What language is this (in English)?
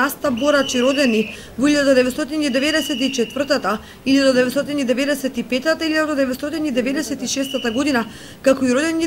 Macedonian